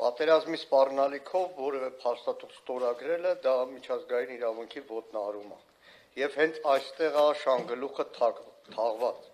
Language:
Armenian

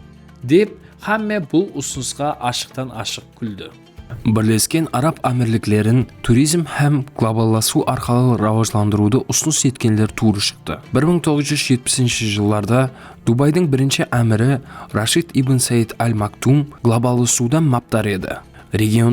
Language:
Kara-Kalpak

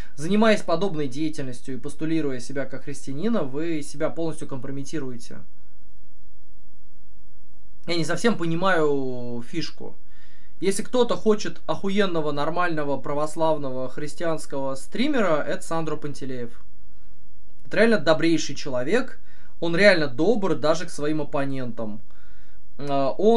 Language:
Russian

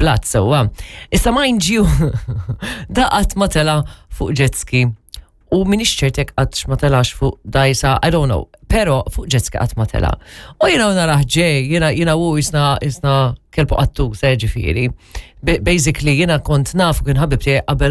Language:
Maltese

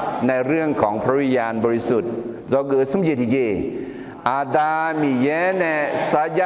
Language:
Akha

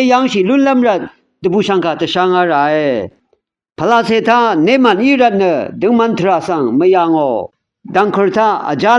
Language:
Rawang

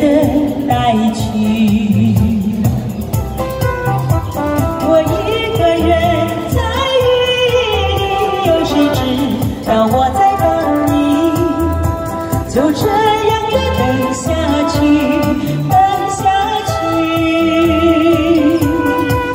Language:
Chinese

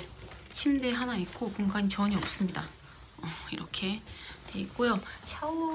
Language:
Korean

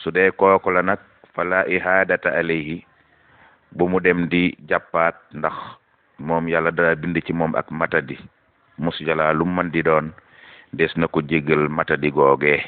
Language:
Wolof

